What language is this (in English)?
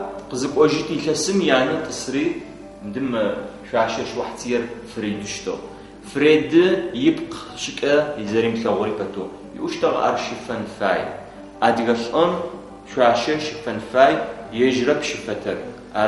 Adyghe